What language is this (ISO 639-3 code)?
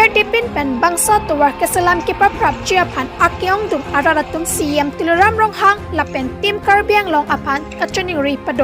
mjw